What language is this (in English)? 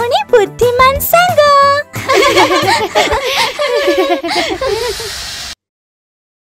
Odia